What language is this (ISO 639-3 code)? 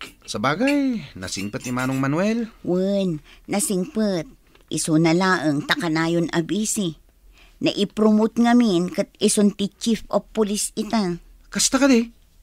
ilo